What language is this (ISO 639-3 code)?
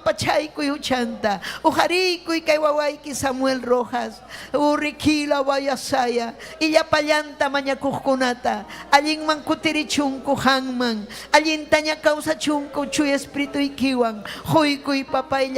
quy